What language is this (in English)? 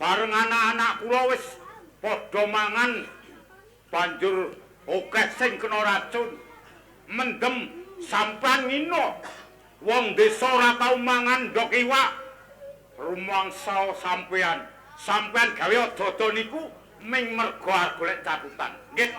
Javanese